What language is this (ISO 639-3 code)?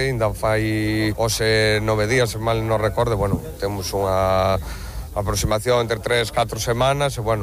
glg